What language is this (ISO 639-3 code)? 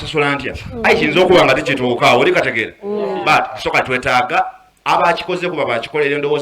xog